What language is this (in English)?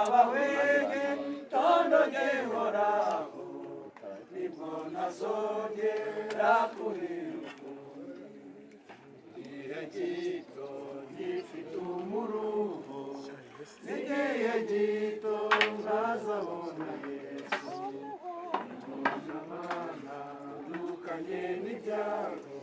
Kinyarwanda